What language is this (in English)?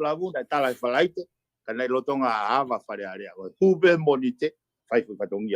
Tongan